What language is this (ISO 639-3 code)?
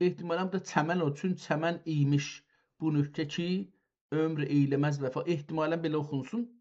azb